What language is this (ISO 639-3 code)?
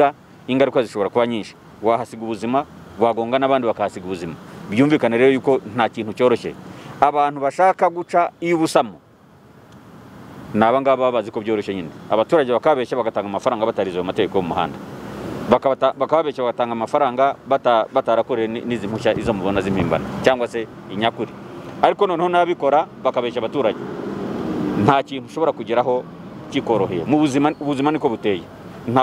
kin